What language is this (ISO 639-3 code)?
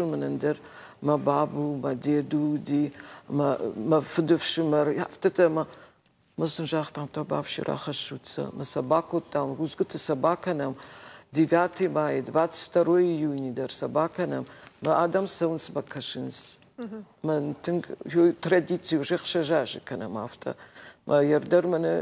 oss